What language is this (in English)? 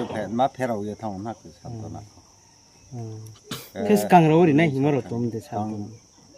Riang (India)